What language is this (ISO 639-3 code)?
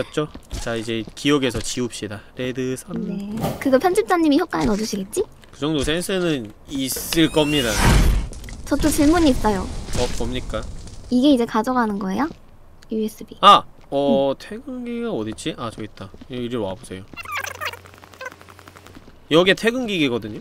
kor